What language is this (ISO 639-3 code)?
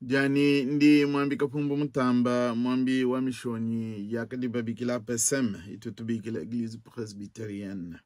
lua